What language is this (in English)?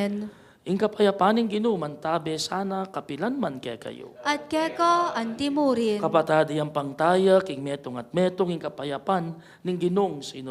Pampanga